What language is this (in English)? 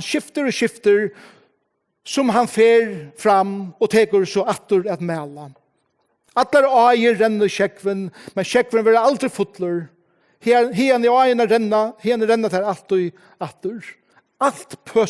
Faroese